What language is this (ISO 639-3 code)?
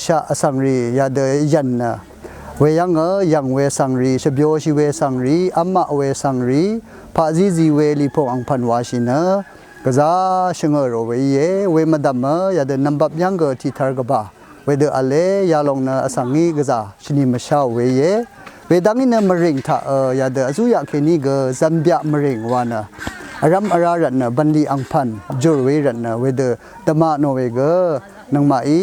raw